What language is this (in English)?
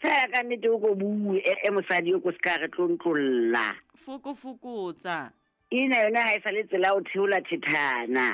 Southern Sotho